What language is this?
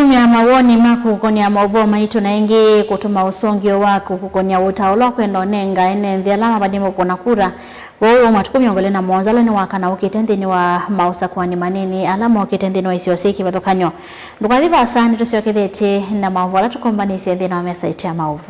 Kamba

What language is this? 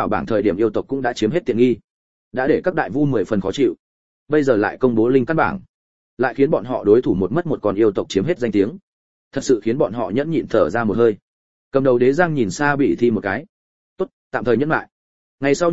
Vietnamese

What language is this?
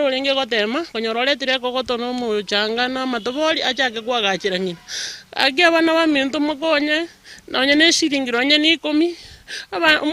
Gusii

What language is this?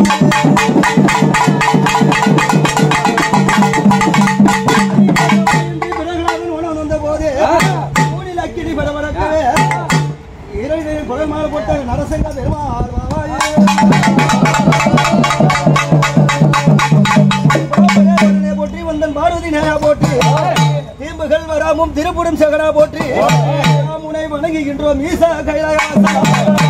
Tamil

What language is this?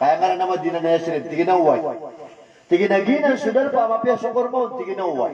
Maranao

